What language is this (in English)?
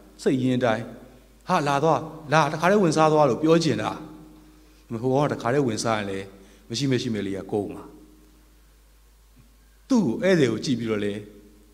Burmese